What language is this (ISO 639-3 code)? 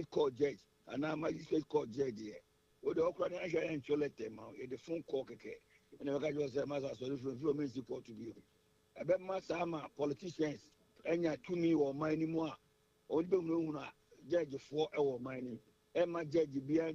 aka